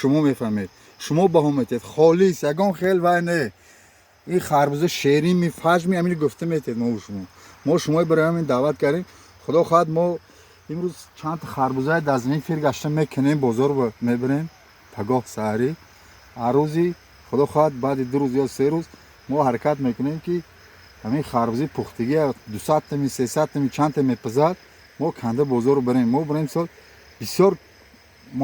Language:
Tajik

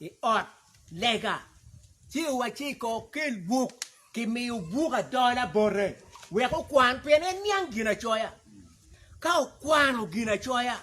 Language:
Acoli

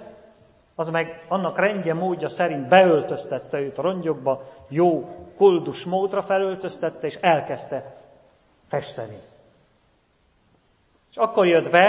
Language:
Hungarian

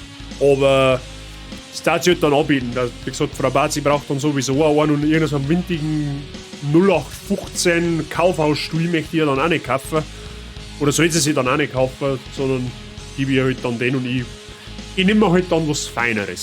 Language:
Bavarian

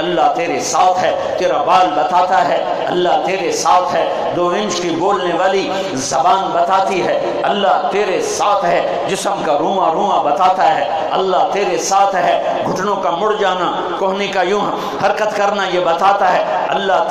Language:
Urdu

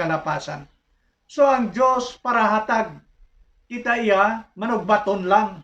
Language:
Hiligaynon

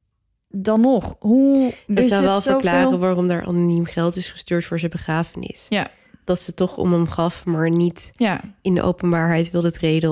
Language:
Dutch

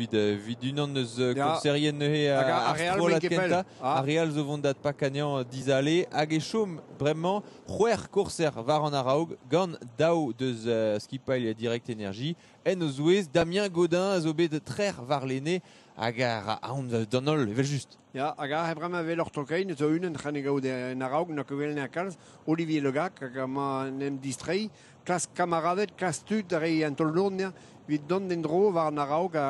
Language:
Breton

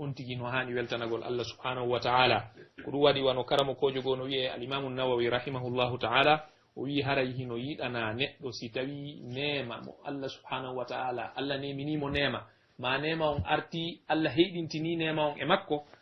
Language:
Pular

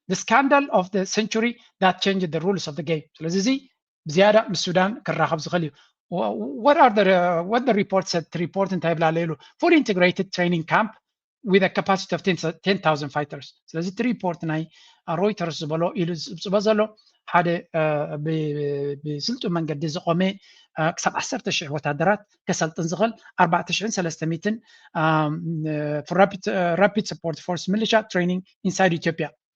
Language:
Tigrinya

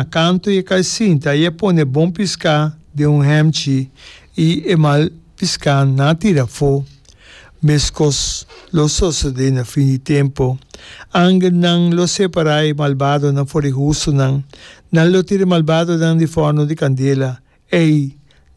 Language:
Papiamento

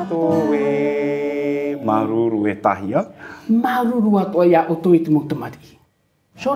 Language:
Tahitian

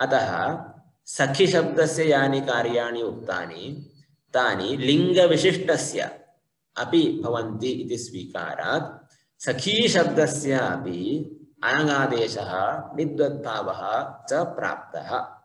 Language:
Sanskrit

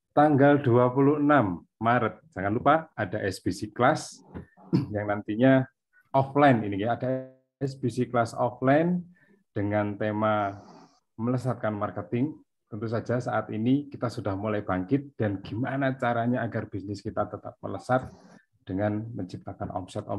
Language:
Indonesian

